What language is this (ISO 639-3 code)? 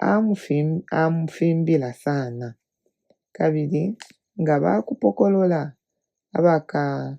bem